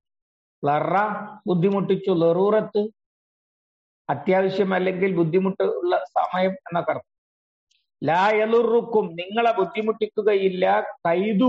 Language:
Malayalam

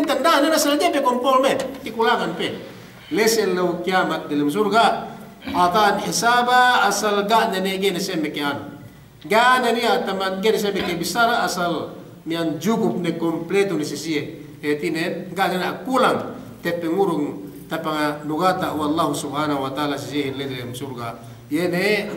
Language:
Yakan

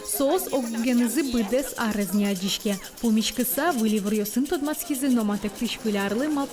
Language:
Udmurt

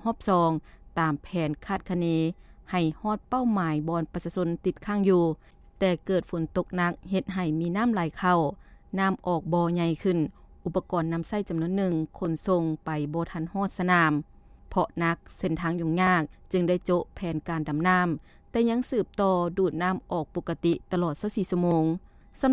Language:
Lao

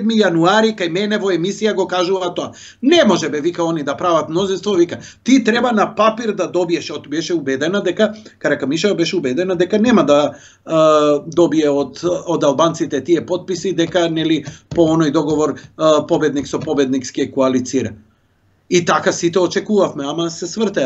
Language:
Macedonian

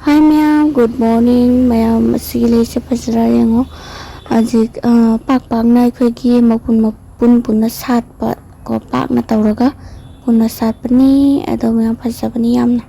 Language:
Manipuri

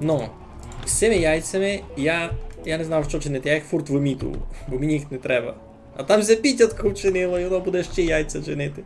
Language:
Rusyn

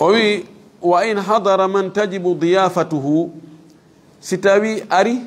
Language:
Fula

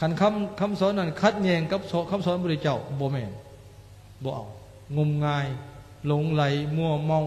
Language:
Lao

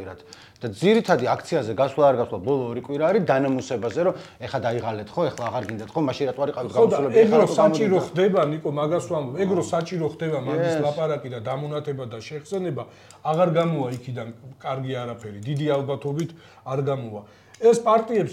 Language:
Georgian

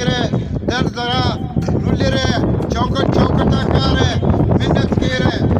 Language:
Brahui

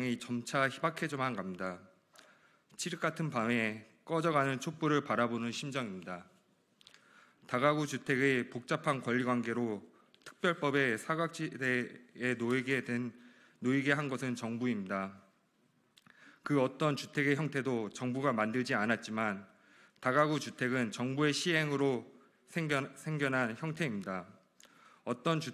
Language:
Korean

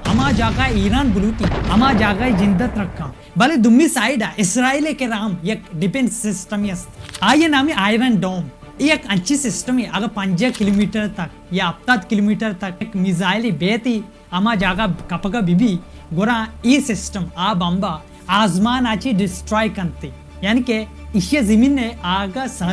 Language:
Baluchi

